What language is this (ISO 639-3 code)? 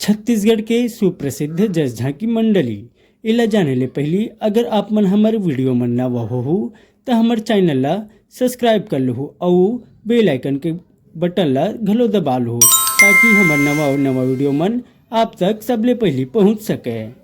hne